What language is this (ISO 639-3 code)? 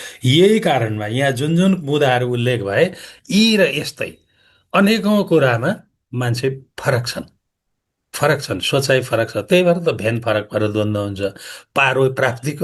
nep